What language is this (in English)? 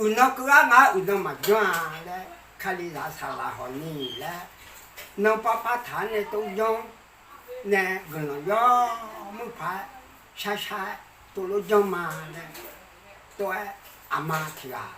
Akha